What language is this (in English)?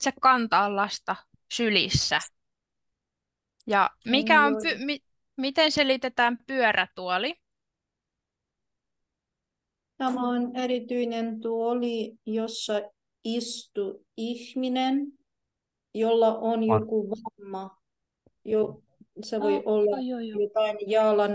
Finnish